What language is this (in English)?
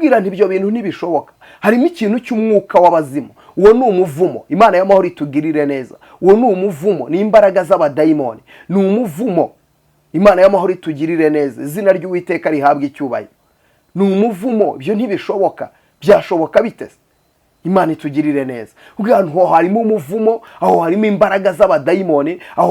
Kinyarwanda